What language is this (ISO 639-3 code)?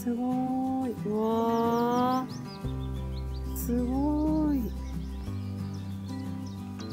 jpn